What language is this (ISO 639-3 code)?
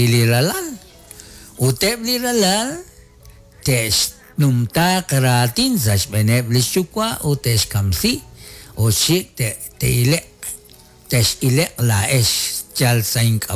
kek